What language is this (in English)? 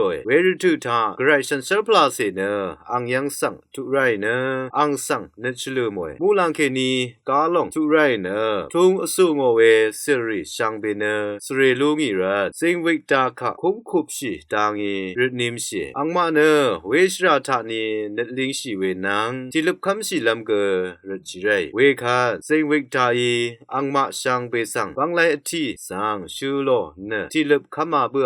Rawang